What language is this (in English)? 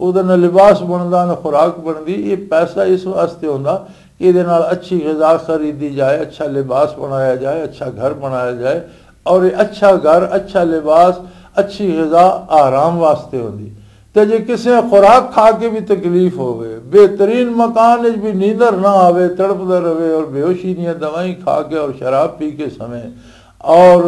Western Panjabi